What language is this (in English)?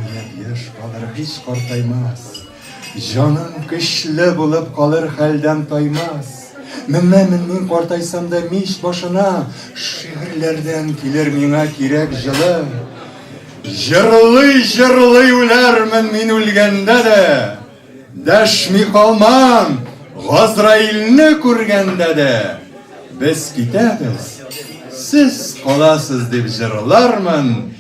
Tatar